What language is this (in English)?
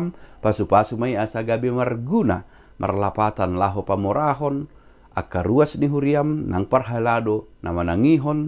Batak Toba